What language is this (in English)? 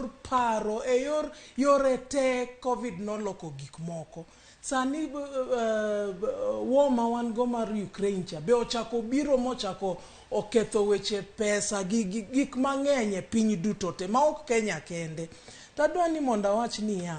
Luo (Kenya and Tanzania)